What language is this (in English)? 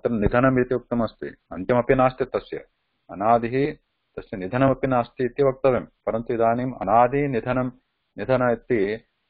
Sanskrit